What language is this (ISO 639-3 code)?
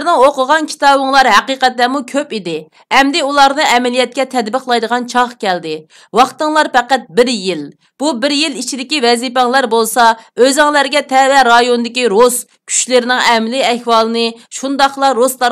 uig